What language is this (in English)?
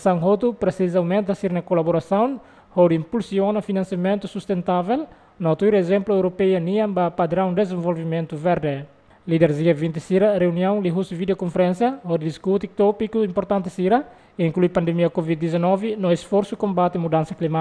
Tetum